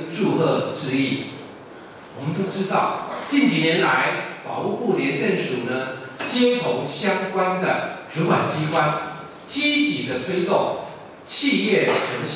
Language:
Chinese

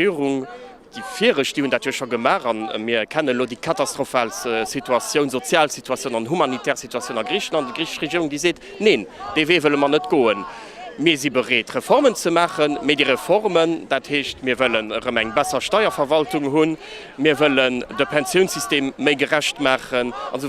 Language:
Luxembourgish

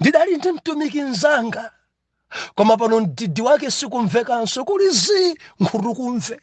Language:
Nyanja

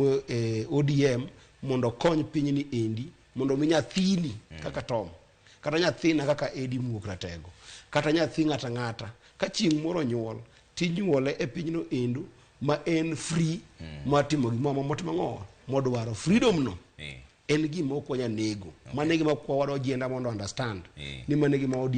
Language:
Luo (Kenya and Tanzania)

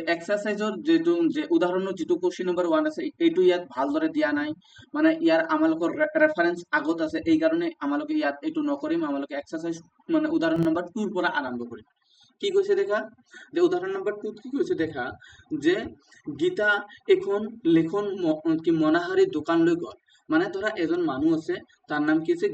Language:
Assamese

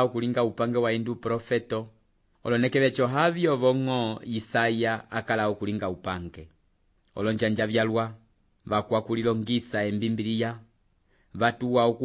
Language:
Umbundu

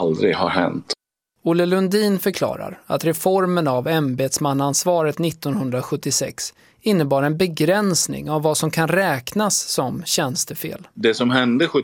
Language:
Swedish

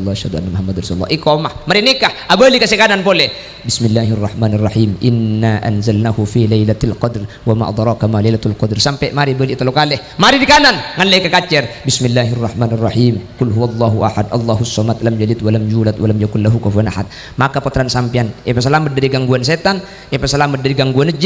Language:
Madurese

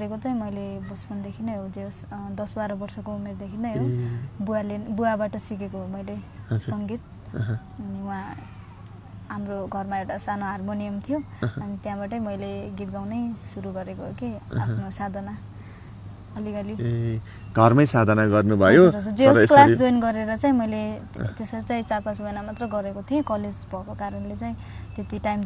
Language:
Nepali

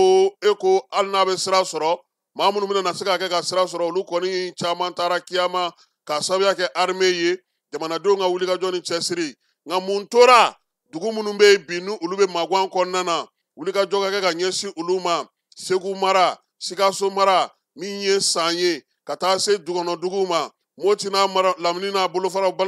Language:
Bambara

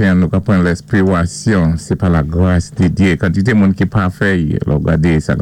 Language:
Saint Lucian Creole French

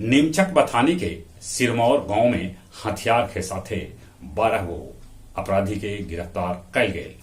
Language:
Magahi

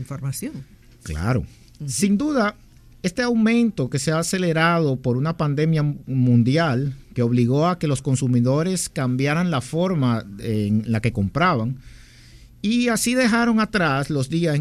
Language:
Spanish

